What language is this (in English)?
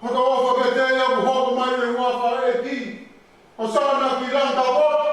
Tongan